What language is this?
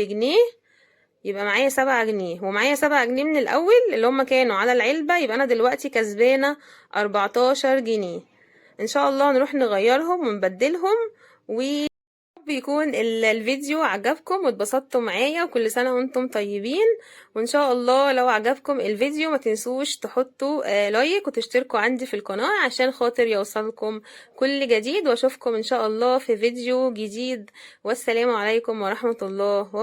Egyptian Arabic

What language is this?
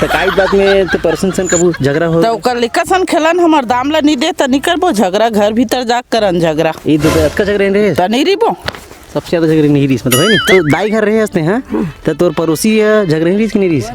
Chhattisgarhi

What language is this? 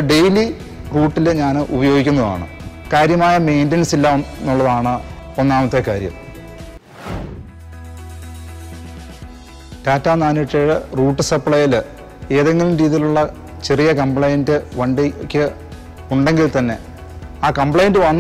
Malayalam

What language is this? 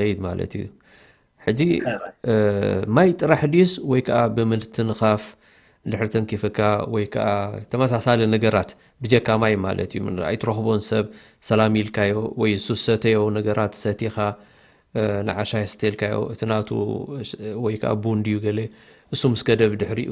Tigrinya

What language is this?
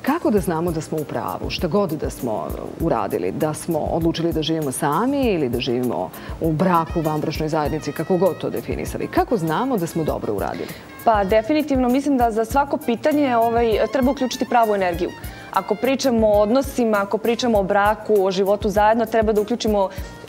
Serbian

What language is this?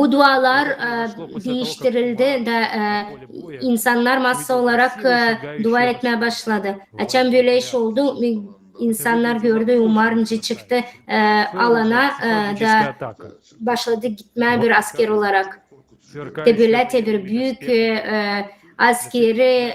Gagauz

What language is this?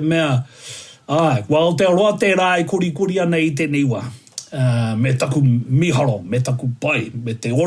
Māori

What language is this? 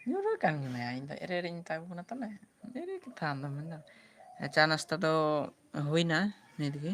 Santali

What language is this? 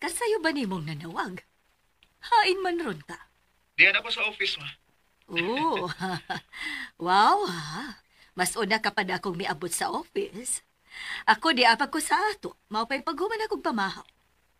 Cebuano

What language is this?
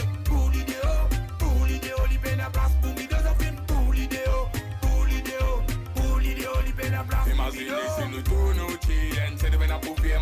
Morisyen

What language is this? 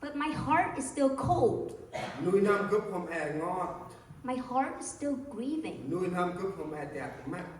Central Mnong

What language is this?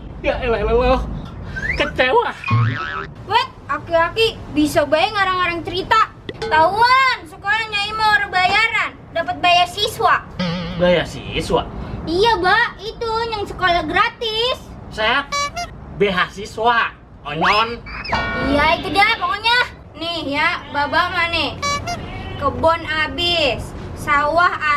Betawi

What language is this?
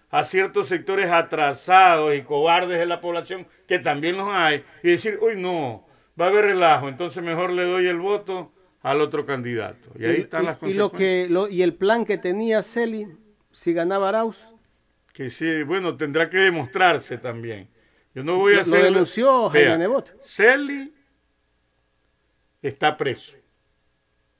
Spanish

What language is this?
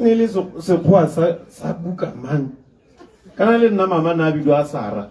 Tswana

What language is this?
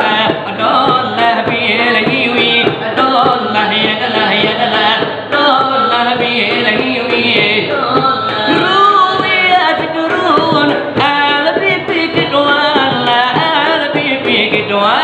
Minangkabau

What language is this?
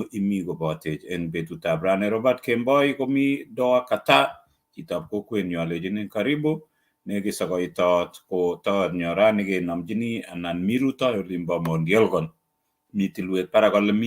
Kalenjin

